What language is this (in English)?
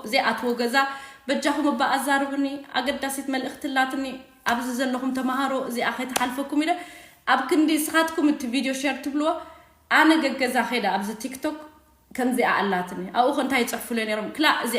Tigrinya